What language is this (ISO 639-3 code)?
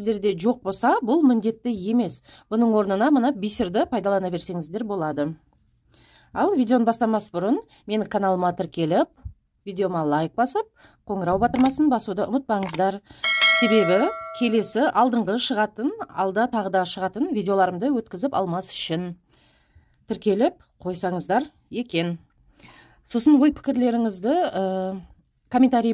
kaz